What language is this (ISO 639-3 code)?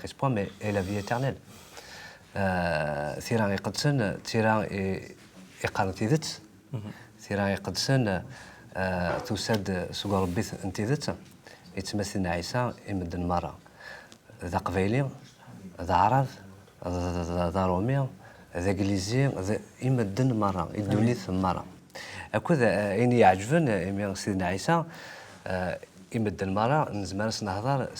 kab